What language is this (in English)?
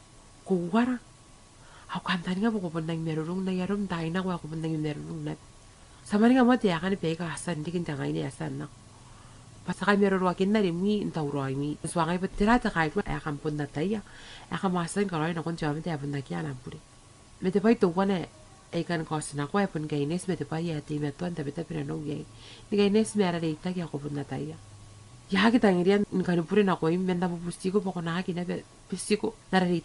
Gilbertese